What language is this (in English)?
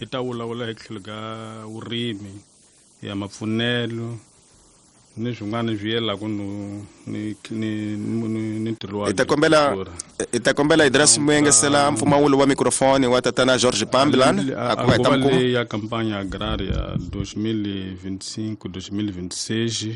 Tsonga